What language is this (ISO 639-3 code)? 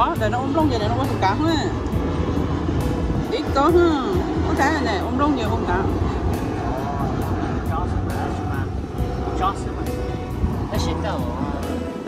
vie